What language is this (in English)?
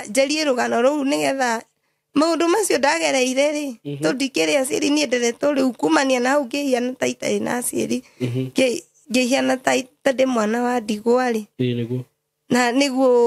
Kikuyu